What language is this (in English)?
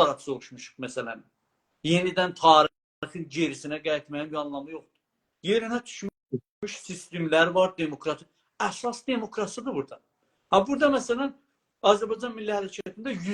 South Azerbaijani